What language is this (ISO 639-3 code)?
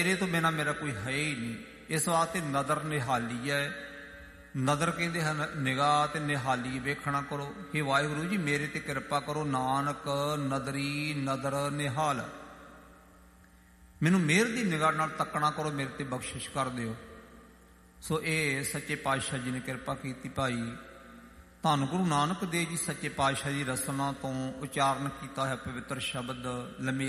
pan